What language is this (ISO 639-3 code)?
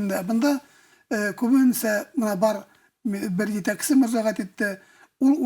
bak